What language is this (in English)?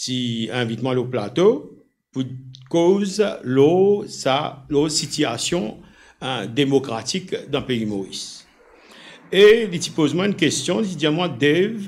Morisyen